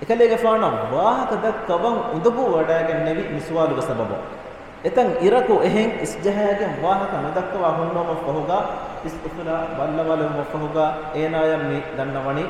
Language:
Divehi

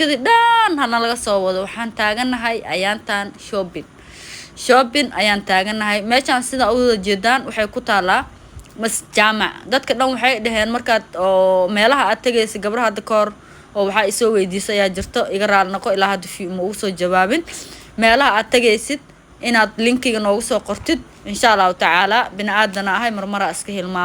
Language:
Somali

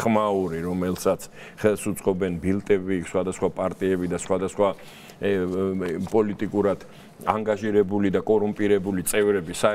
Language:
Georgian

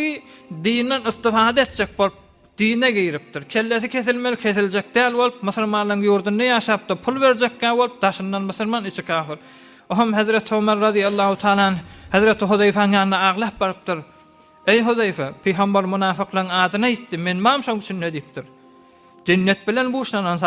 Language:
Turkmen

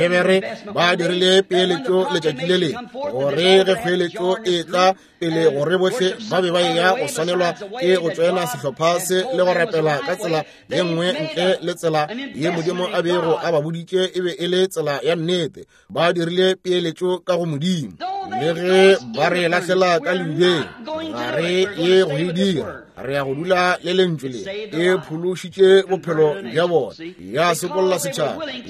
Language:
Northern Sotho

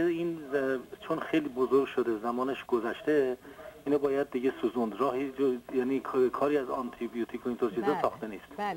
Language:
Persian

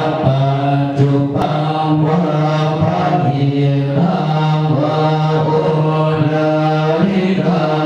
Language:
Pali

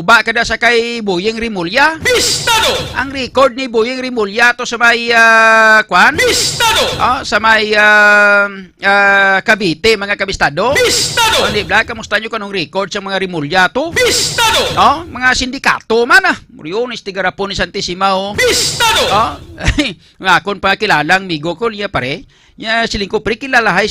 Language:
Hiligaynon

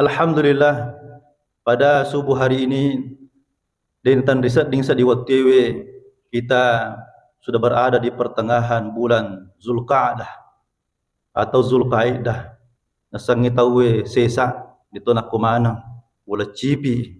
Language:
Buginese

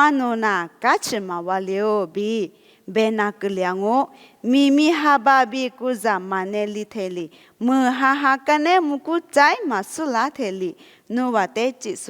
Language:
Lisu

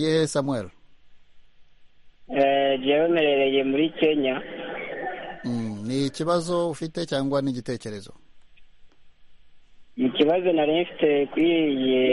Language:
Kinyarwanda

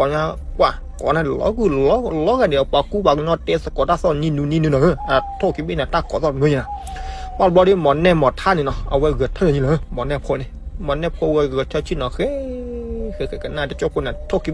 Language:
S'gaw Karen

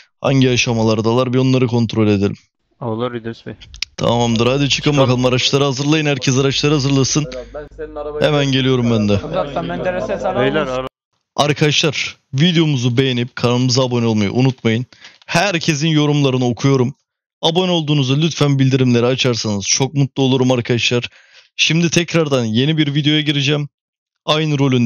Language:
Turkish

